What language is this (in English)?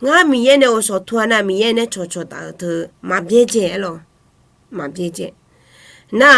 Akha